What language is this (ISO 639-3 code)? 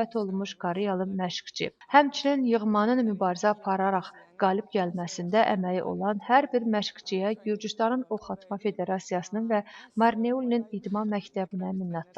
aze